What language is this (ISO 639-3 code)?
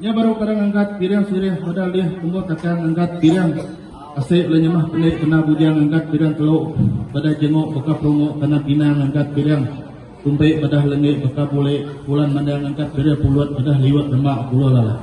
iba